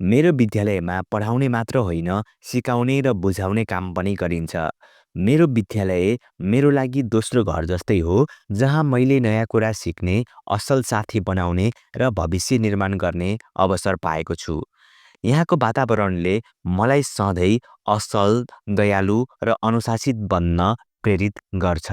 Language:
Nepali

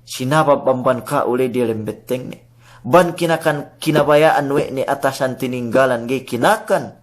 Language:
Yakan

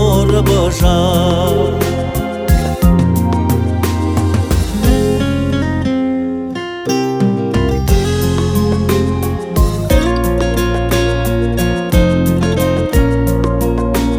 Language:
Kazakh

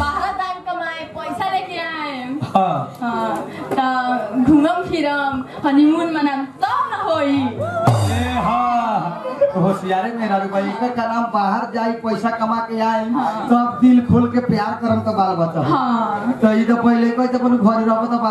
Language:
Bhojpuri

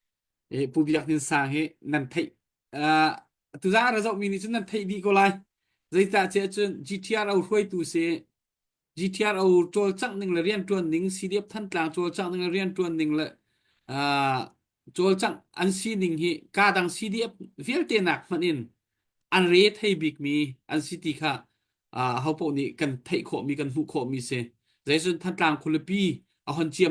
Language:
Hakha Chin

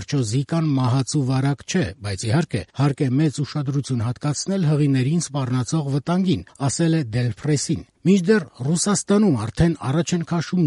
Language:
Armenian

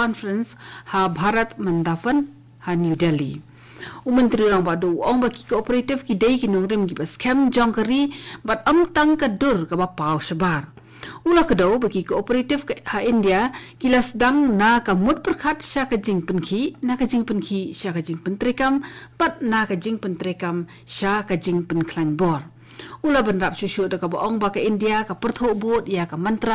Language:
Khasi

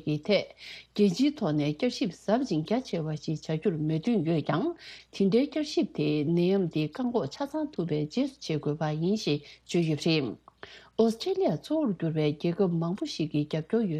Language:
Tibetan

